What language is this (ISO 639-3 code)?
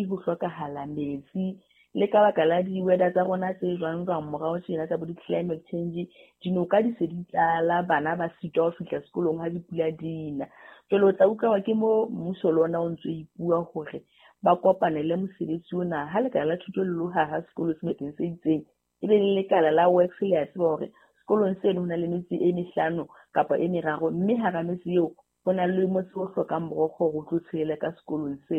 sot